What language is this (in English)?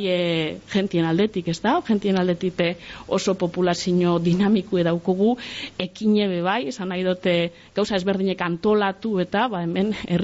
Basque